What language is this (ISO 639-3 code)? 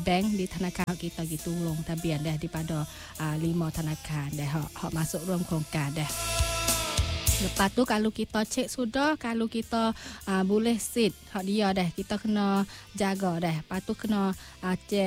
msa